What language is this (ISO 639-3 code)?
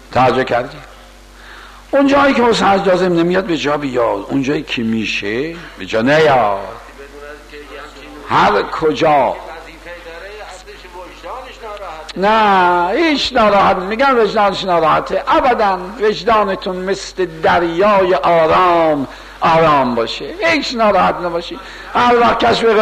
fas